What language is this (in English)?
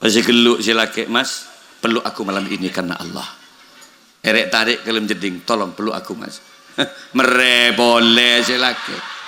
Madurese